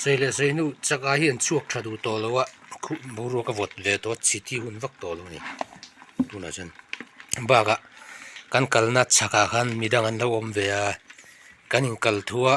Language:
Mizo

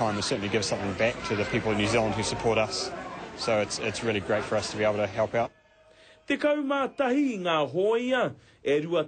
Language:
Māori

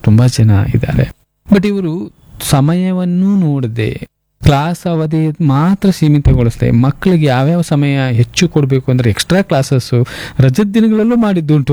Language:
Kannada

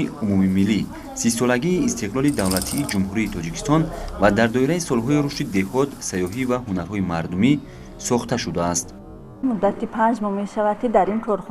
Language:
Tajik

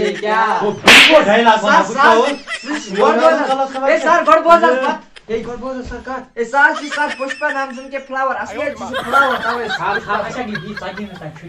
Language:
Kashmiri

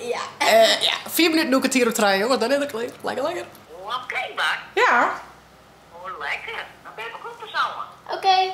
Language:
Western Frisian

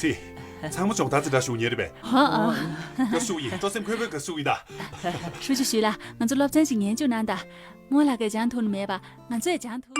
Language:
Tibetan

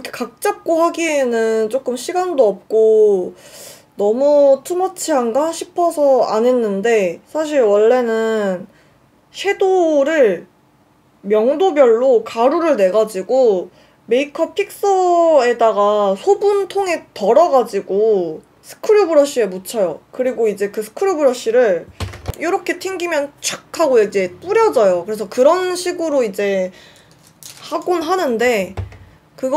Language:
Korean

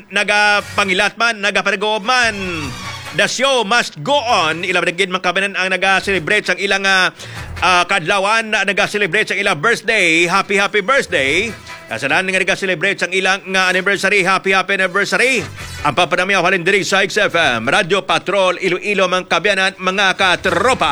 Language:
Hiligaynon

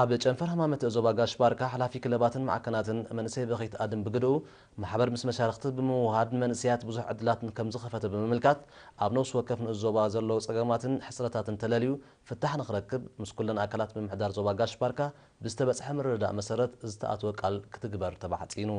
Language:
Tigrinya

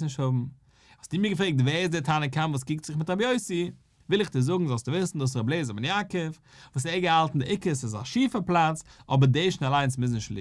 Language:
Yiddish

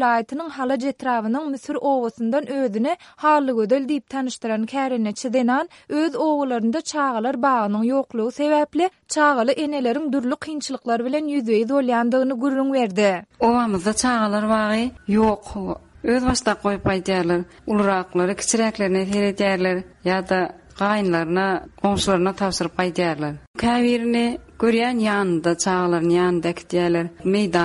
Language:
Turkmen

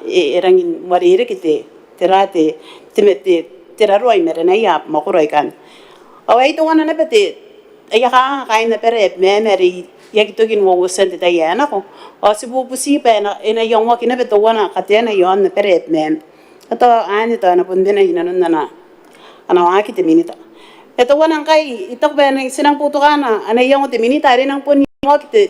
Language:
Gilbertese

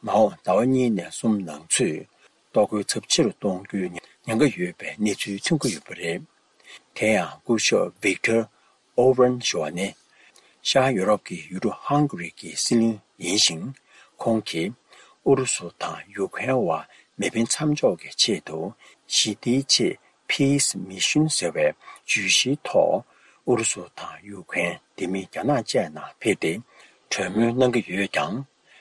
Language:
Tibetan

